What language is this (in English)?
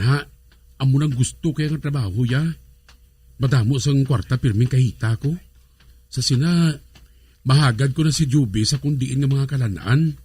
Hiligaynon